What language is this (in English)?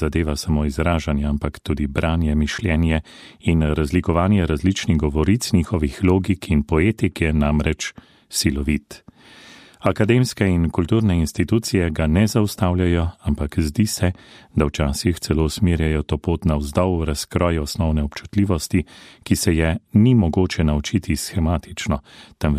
Slovenian